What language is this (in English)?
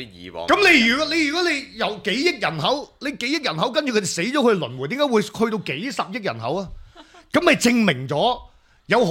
Cantonese